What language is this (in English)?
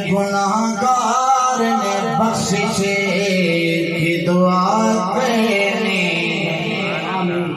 Saraiki